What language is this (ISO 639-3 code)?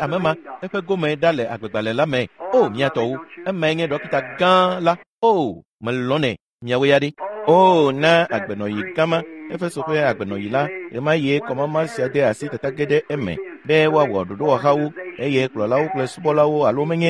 ewe